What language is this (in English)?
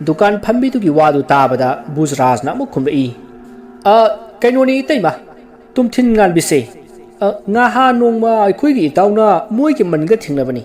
Manipuri